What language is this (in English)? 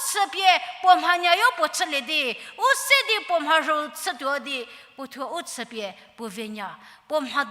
Angami Naga